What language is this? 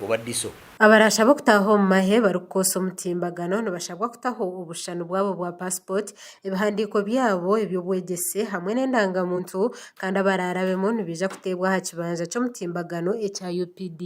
Nyankole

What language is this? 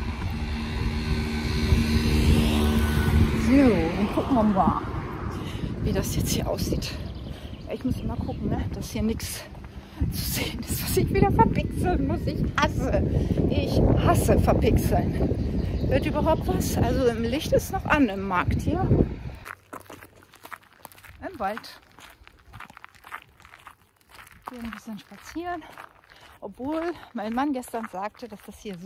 German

